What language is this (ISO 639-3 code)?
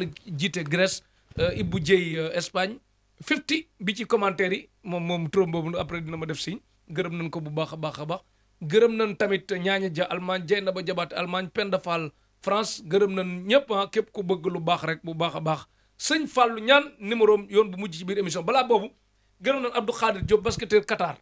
wol